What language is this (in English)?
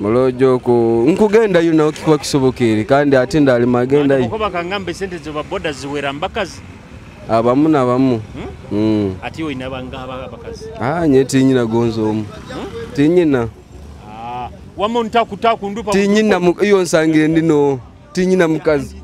Tooro